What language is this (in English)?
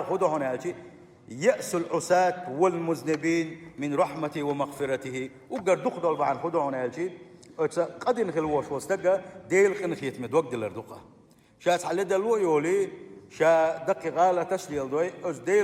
Chechen